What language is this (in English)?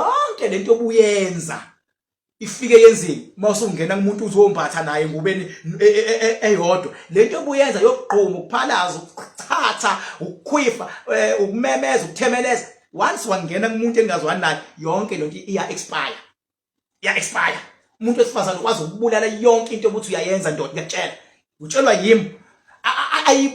Zulu